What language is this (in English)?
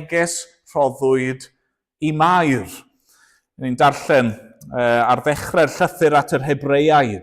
Welsh